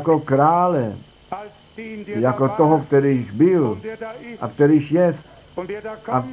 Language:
Czech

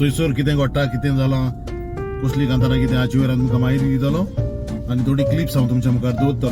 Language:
Konkani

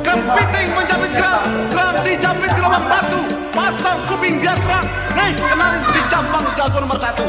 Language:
Betawi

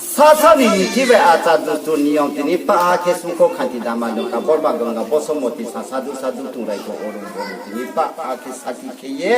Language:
Riang (India)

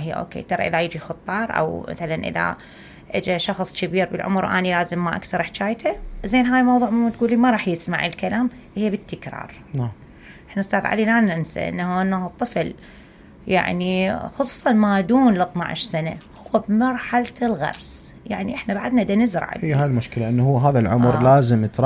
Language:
Mesopotamian Arabic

